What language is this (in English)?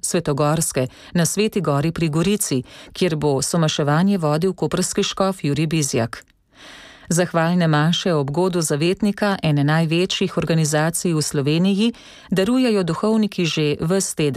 Slovenian